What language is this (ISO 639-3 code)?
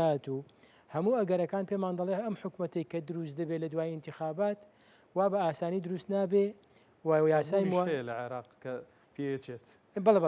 ckb